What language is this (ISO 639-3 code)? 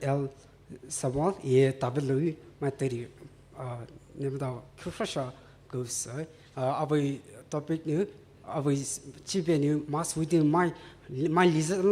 pmx